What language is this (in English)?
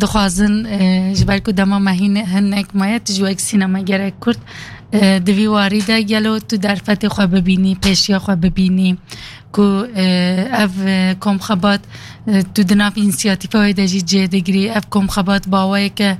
Kurdish